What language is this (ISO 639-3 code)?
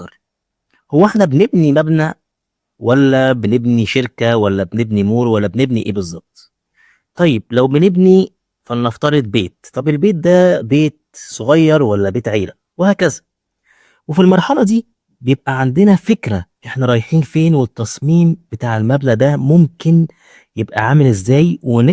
arz